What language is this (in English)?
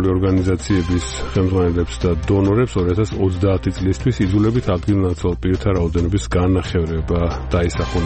Georgian